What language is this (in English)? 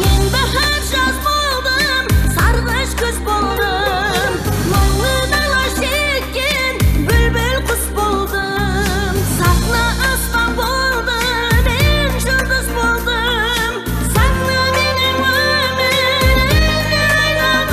Kara-Kalpak